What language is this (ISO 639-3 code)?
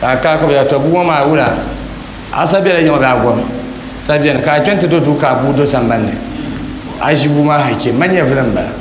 dag